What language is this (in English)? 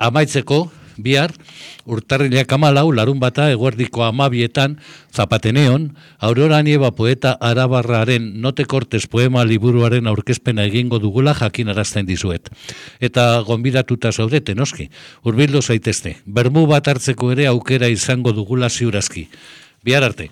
Basque